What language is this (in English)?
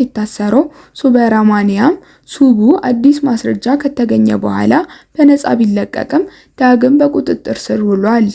Amharic